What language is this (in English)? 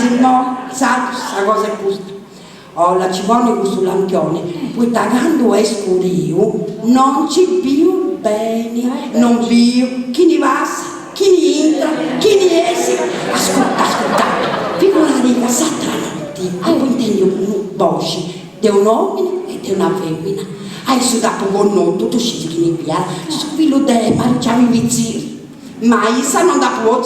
Sardinian